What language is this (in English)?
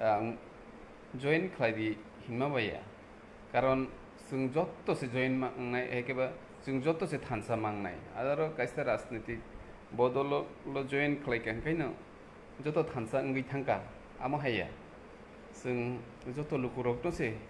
Kok Borok